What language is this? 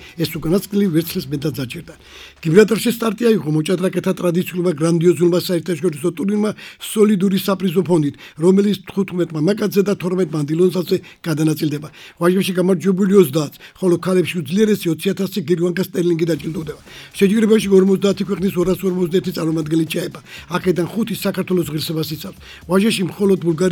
Georgian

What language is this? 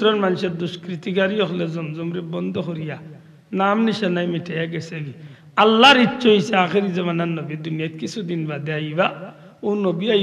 Sylheti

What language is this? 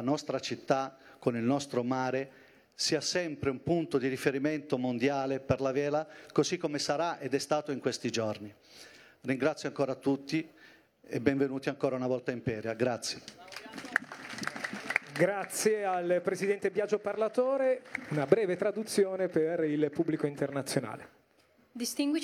Italian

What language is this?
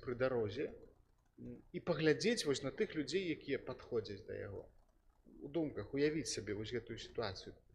Belarusian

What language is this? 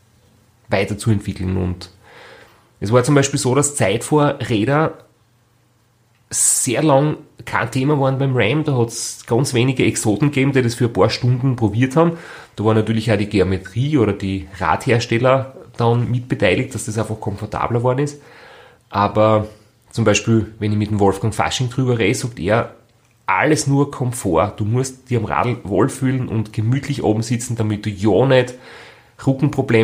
German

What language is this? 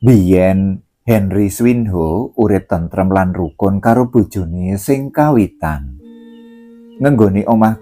Javanese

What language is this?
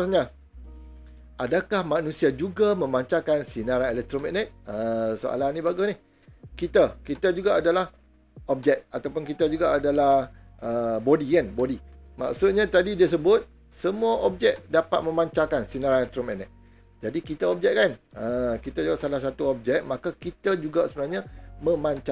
Malay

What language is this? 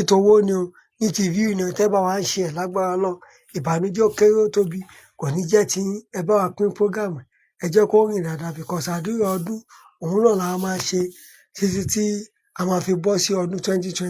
Yoruba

